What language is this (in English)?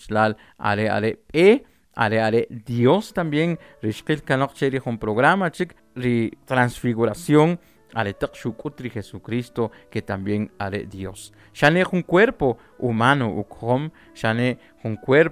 Kʼicheʼ